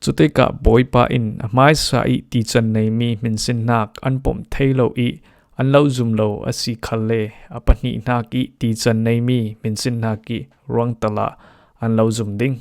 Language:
Falam Chin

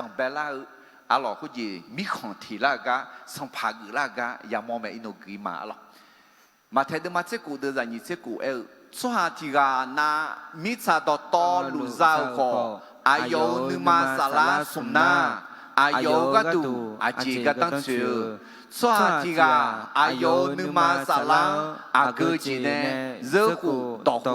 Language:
Akha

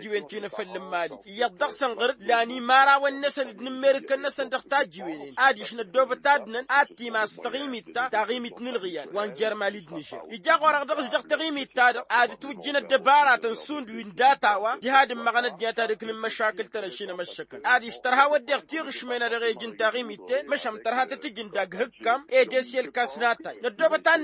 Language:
Tamasheq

